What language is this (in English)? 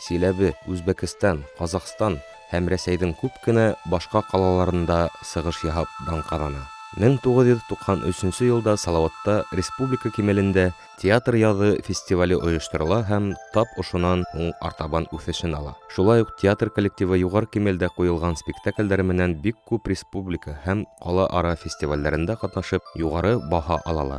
Bashkir